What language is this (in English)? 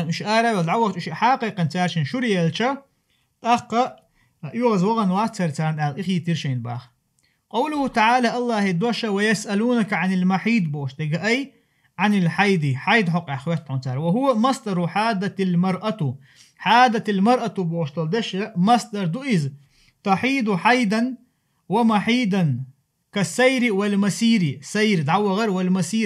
Chechen